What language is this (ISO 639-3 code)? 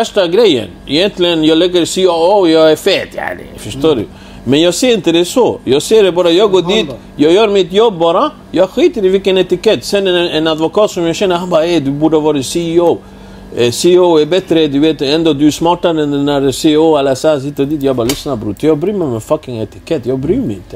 swe